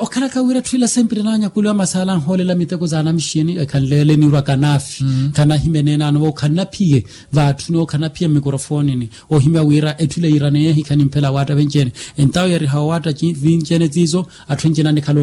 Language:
Makhuwa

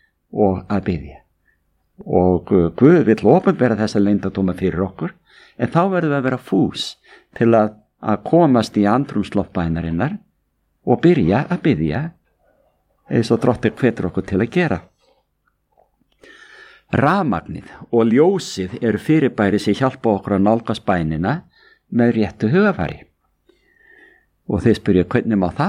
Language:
Icelandic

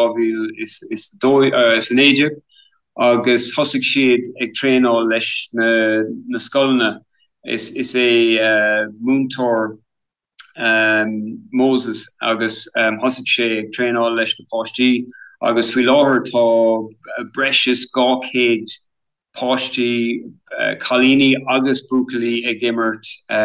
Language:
Irish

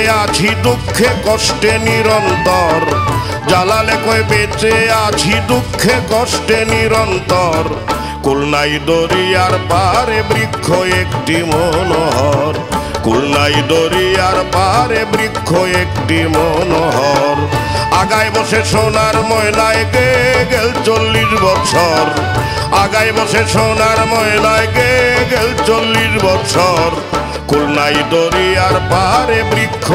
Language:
Bangla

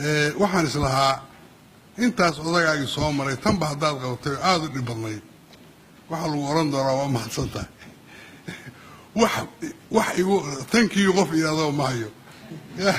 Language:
Somali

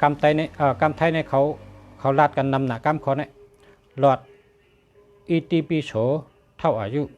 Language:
Shan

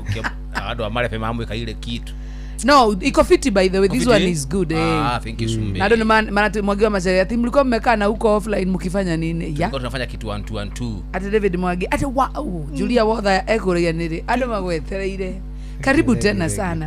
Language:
Kikuyu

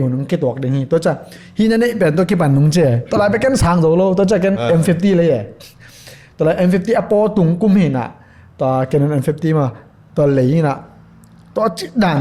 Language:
Tedim Chin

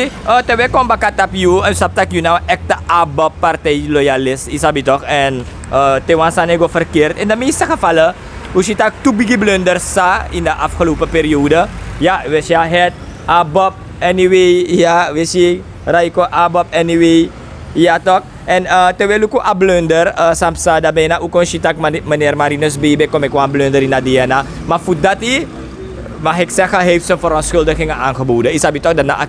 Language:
Sranan Tongo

